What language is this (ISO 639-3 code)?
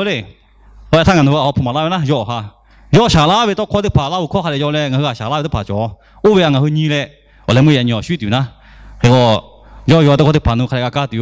lhu